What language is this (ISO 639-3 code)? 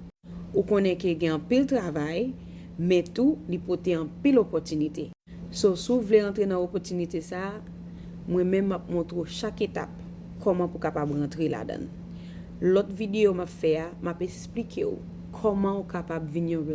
hat